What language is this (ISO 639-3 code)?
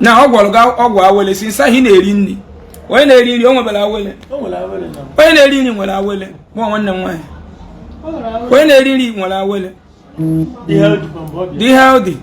ibo